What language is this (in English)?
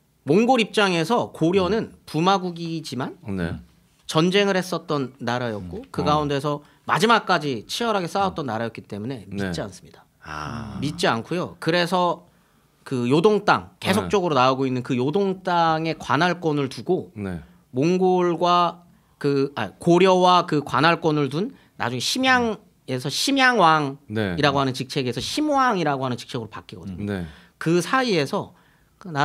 Korean